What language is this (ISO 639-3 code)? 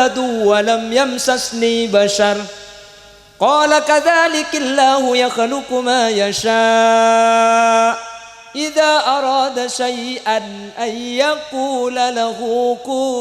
mad